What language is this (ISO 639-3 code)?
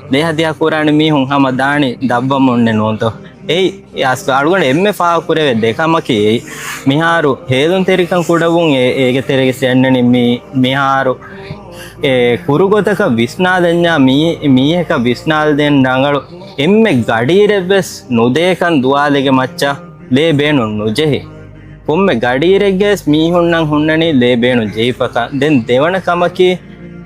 div